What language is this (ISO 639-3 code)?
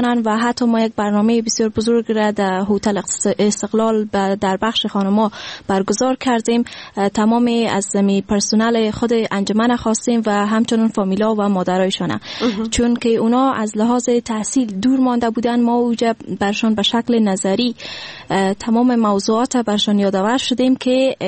fas